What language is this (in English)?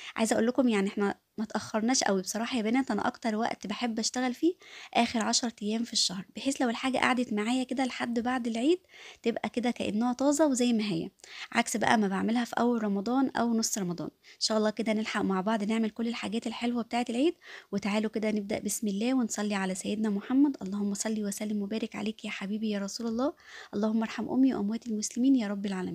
Egyptian Arabic